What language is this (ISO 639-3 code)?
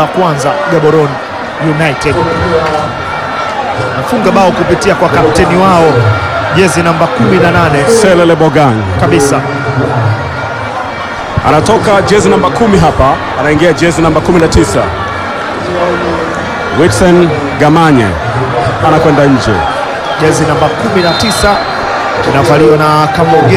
swa